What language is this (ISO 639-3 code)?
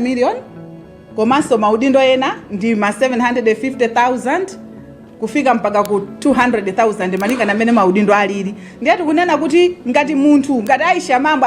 nya